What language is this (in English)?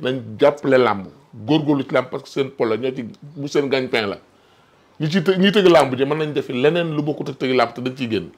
Wolof